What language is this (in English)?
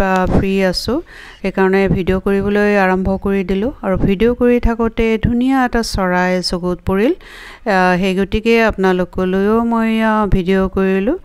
Assamese